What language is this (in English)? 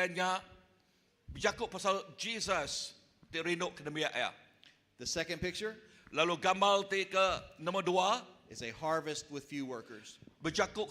Iban